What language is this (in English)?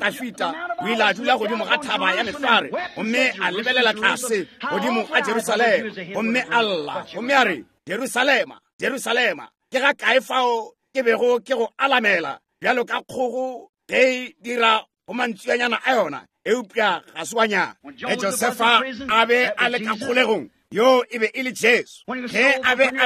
Northern Sotho